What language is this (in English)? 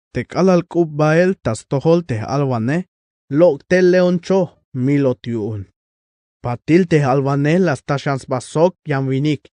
Tzeltal